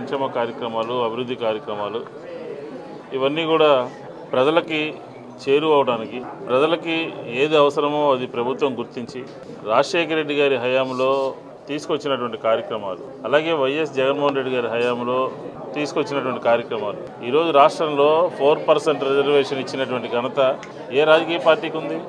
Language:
Telugu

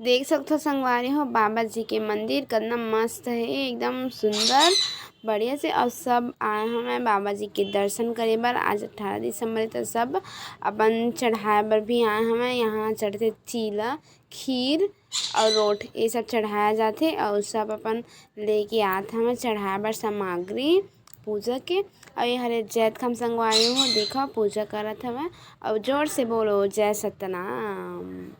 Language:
Chhattisgarhi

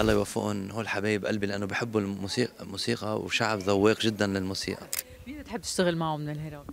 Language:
Mesopotamian Arabic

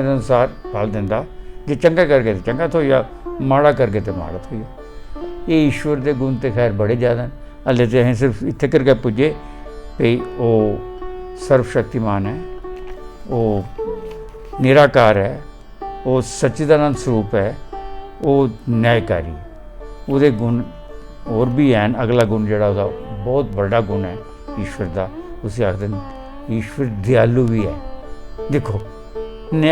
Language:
Dogri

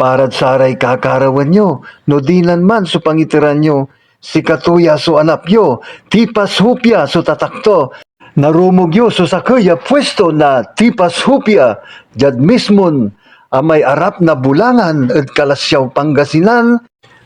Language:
Pangasinan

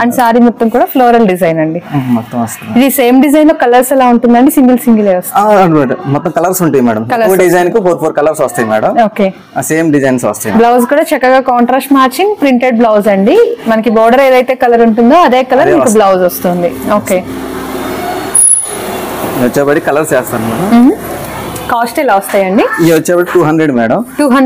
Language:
Telugu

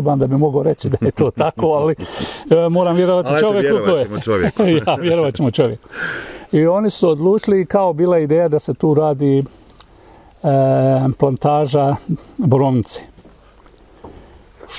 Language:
Bosnian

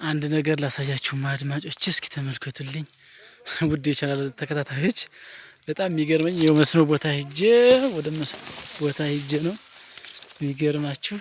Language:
Amharic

